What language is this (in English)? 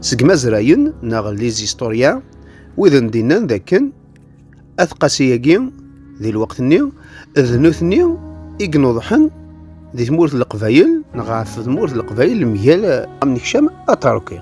Kabyle